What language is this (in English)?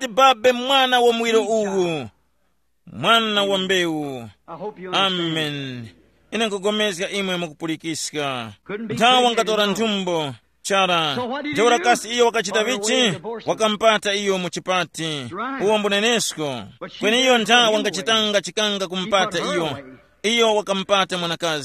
Tumbuka